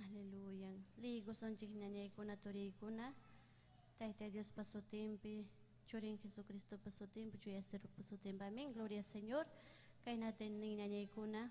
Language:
Ayacucho Quechua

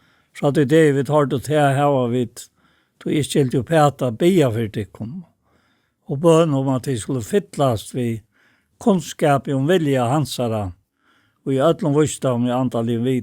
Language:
Faroese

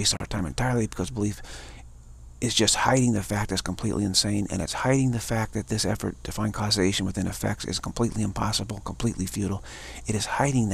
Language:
English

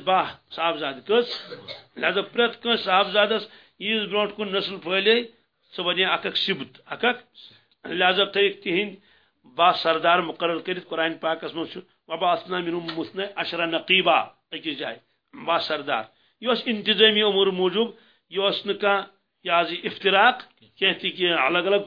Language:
Kashmiri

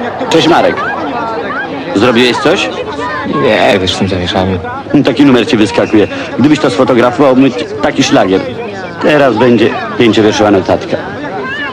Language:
Polish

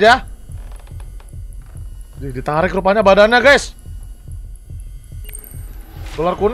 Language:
Indonesian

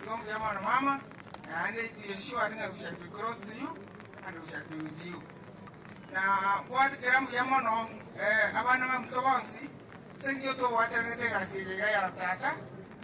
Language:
Gusii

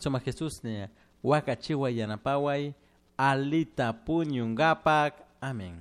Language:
Chimborazo Highland Quichua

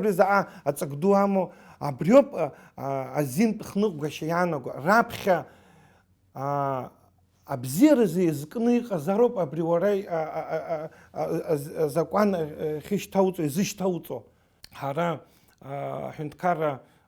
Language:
Abkhazian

